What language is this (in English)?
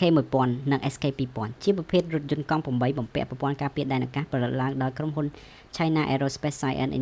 Khmer